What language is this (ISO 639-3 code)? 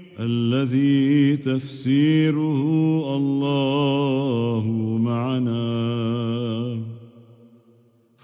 ara